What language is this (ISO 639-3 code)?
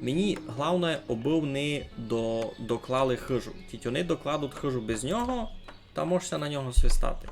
rue